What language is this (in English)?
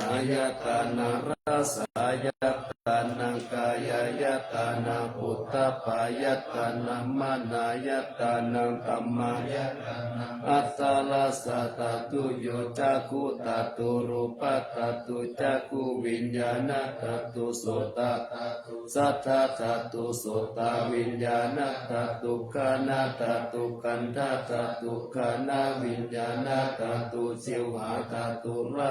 Pali